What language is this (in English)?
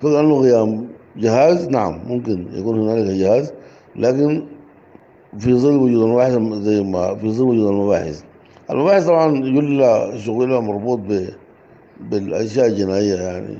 Sudanese Arabic